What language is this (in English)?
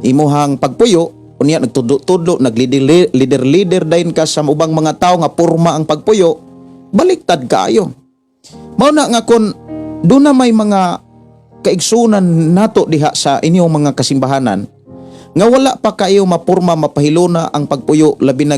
Cebuano